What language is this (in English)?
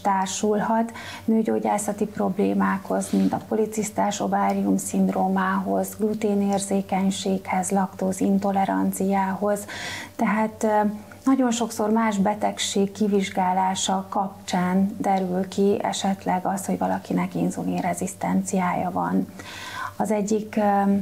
Hungarian